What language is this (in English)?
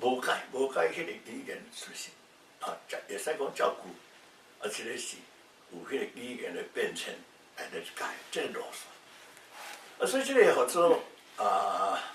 Min Nan Chinese